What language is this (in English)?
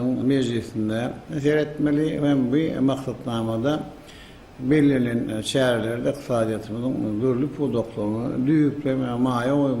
Turkmen